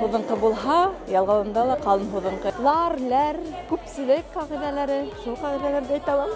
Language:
Bashkir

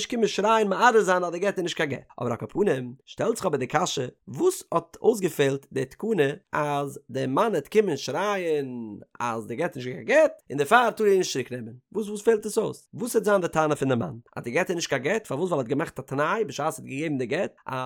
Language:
Yiddish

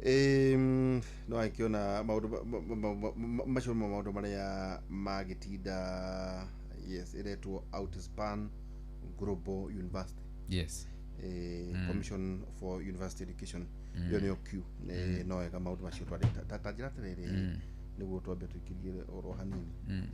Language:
Kikuyu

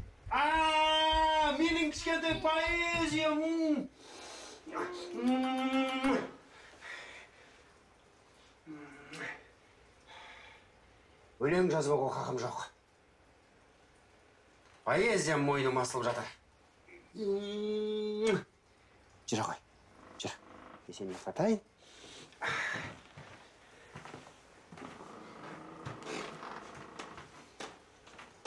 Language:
Kazakh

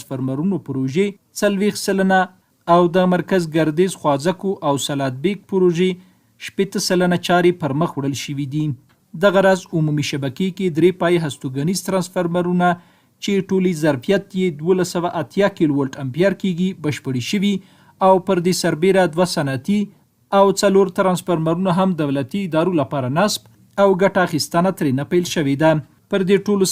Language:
Pashto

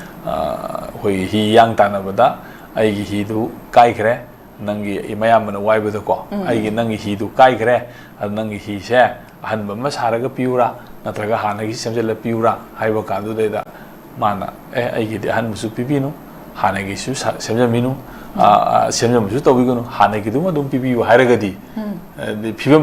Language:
Manipuri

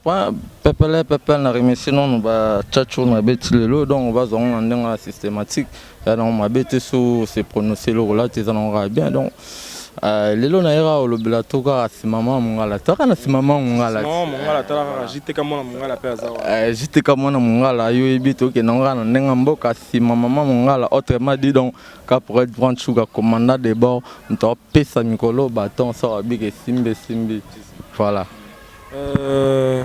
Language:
Lingala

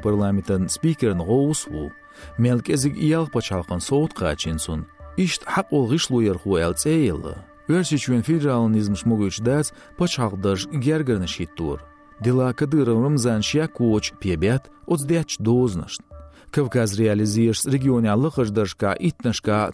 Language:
Chechen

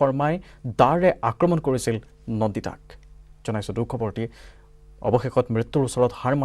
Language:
Assamese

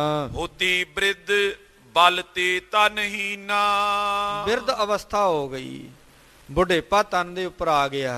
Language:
Punjabi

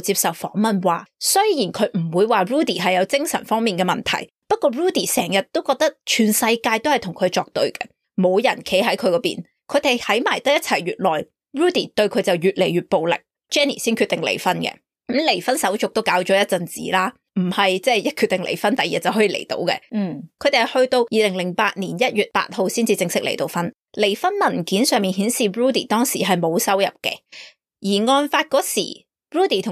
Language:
Cantonese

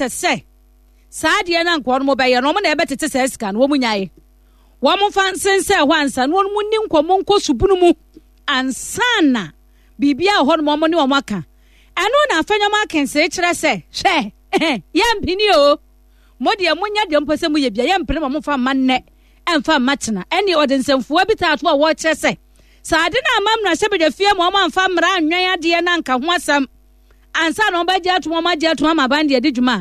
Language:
Akan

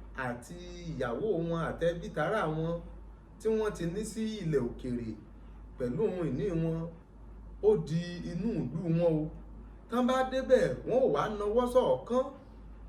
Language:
Yoruba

